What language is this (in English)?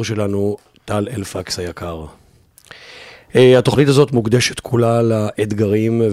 Hebrew